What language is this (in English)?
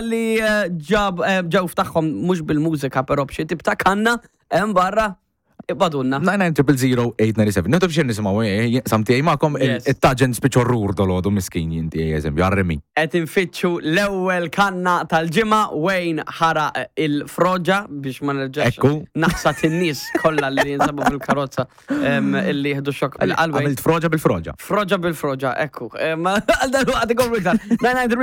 Maltese